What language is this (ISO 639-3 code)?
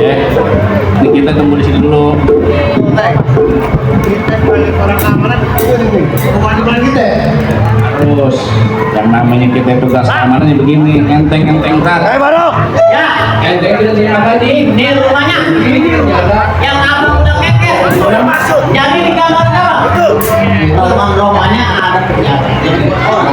bew